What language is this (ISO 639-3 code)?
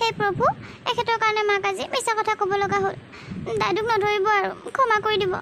asm